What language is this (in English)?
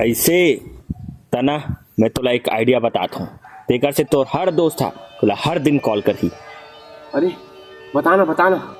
Chhattisgarhi